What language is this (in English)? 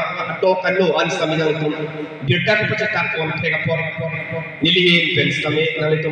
Karbi